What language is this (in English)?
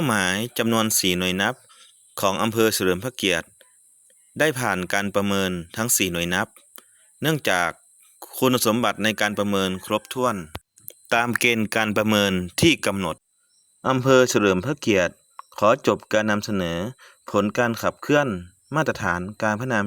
Lao